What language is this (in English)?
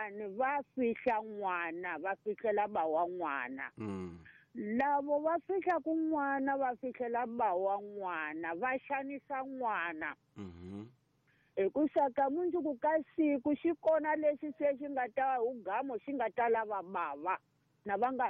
Tsonga